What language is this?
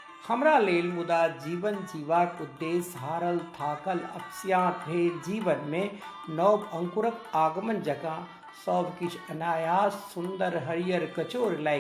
Maithili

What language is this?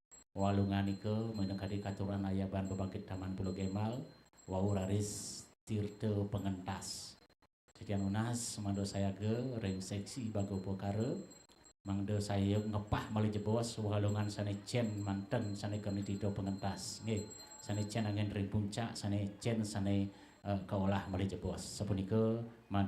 Balinese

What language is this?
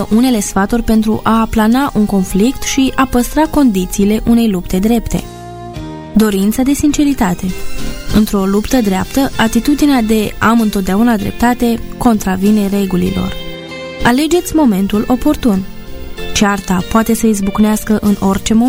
Romanian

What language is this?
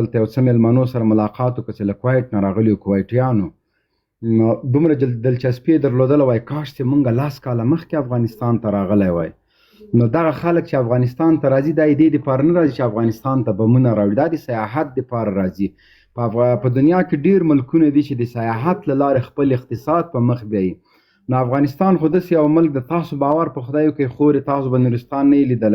Pashto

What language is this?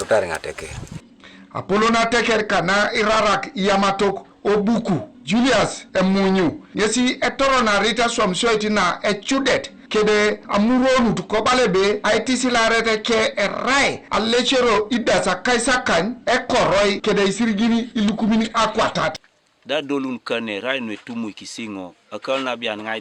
Teso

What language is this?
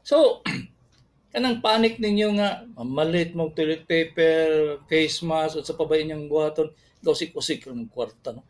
Cebuano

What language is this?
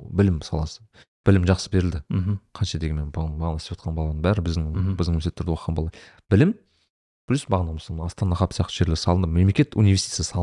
Kazakh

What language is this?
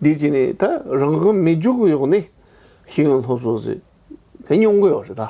Tibetan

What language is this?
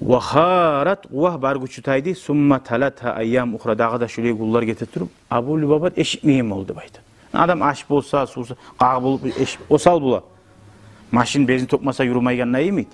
Kumyk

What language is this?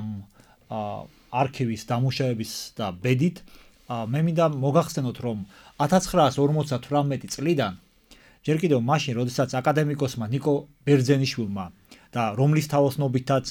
Georgian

